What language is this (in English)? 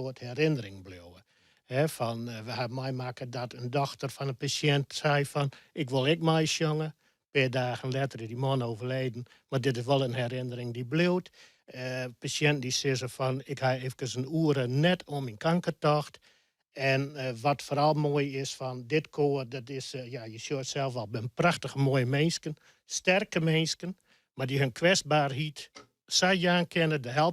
Western Frisian